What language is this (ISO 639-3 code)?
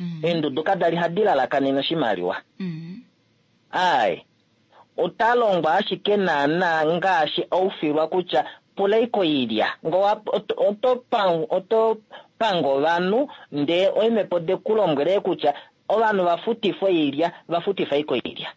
kua